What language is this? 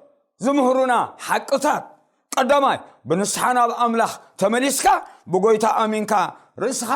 Tigrinya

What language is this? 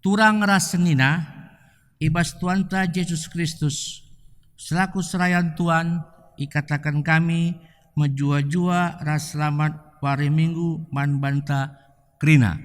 Batak Karo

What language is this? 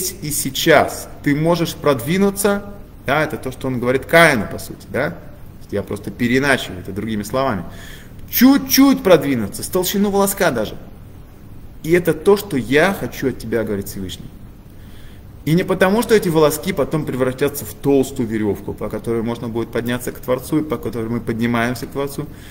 Russian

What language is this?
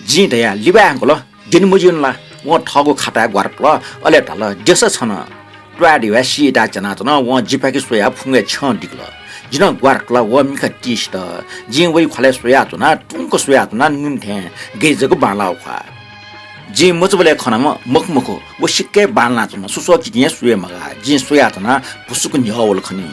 Newari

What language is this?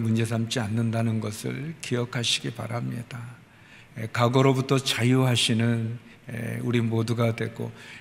Korean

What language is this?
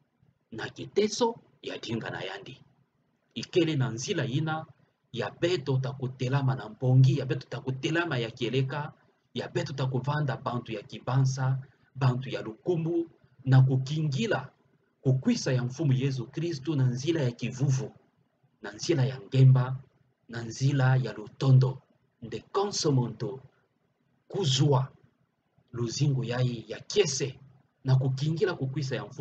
Kituba (Democratic Republic of Congo)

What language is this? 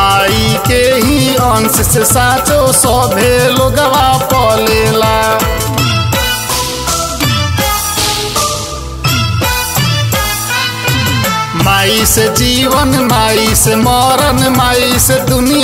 Bhojpuri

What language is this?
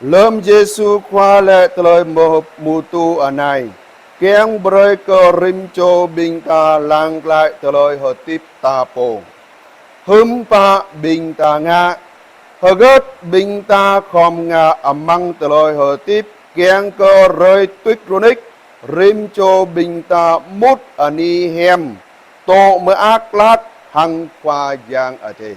Jarai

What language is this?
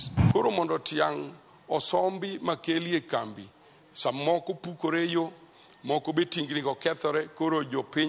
Luo (Kenya and Tanzania)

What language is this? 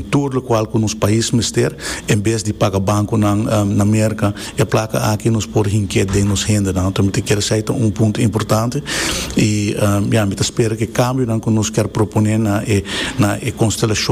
Papiamento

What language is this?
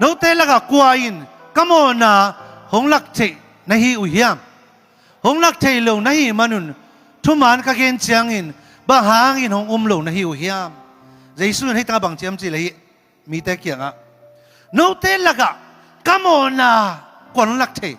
Tedim Chin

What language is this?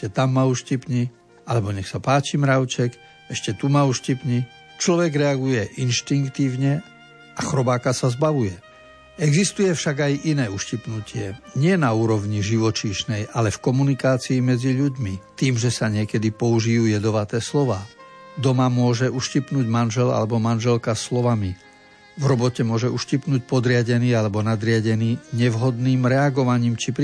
Slovak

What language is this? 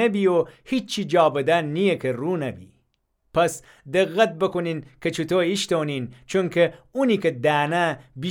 Gilaki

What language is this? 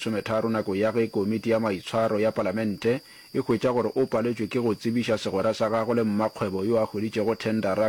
Northern Sotho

